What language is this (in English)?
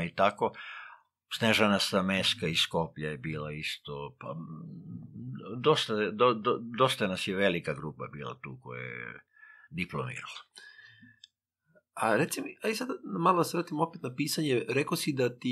Serbian